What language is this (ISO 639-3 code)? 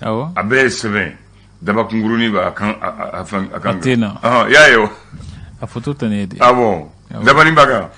bam